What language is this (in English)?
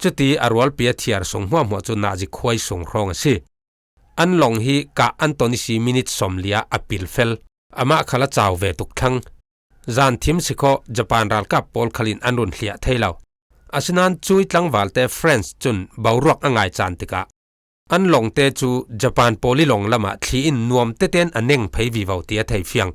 Falam Chin